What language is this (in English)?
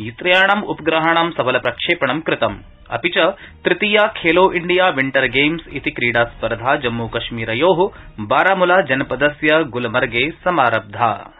Sanskrit